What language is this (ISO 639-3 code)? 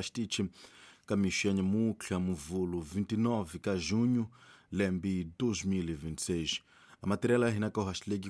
tso